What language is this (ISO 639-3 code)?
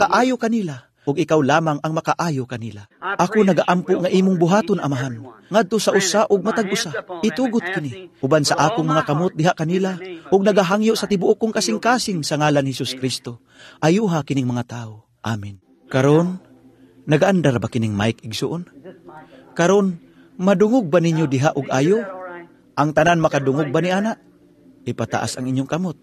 ceb